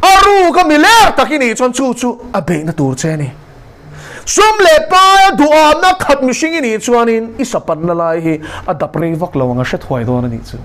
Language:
Mizo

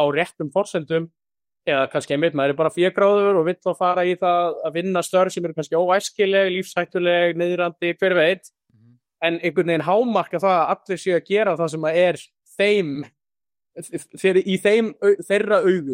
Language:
Icelandic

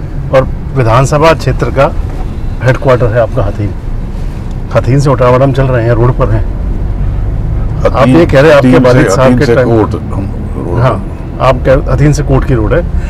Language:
Hindi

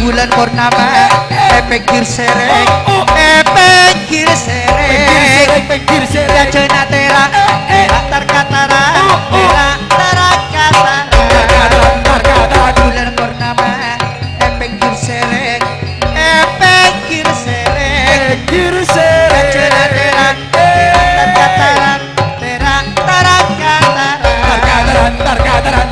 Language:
Madurese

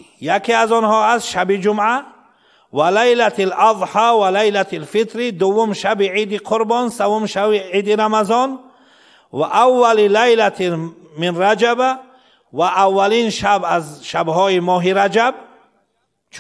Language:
Persian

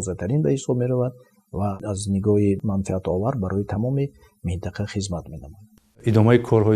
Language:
Tajik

